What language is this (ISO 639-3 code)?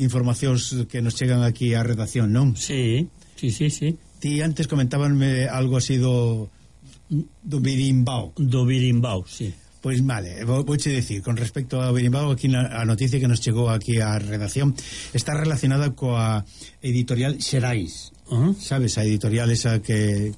glg